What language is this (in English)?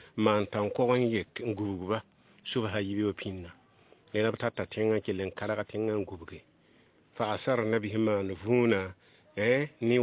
Mossi